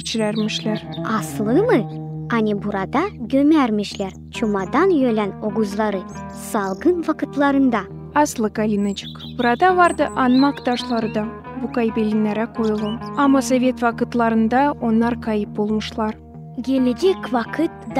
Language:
Gagauz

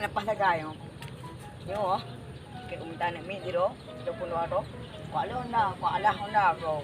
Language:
Achinese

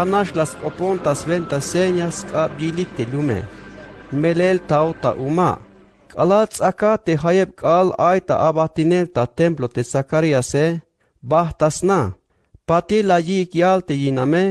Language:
Tzeltal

